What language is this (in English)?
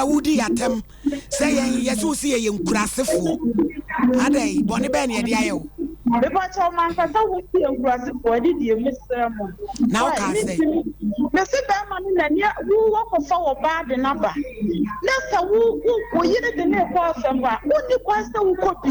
Akan